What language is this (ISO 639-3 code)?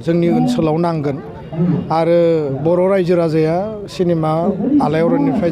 brx